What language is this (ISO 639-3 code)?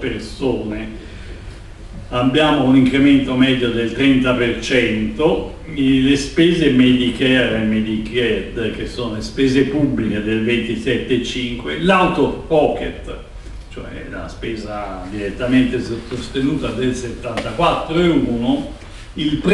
ita